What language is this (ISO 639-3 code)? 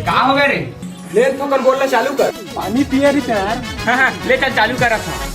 hne